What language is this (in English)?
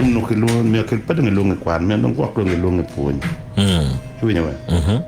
Acoli